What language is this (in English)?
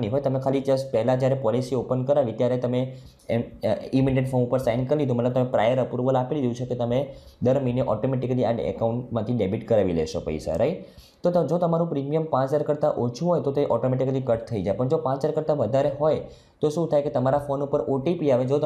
Gujarati